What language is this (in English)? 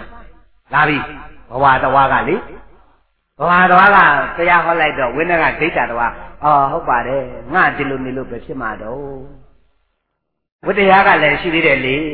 Burmese